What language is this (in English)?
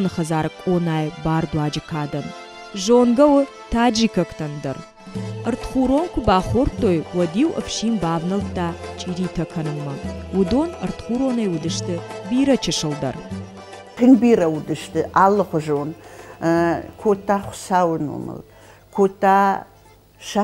Ossetic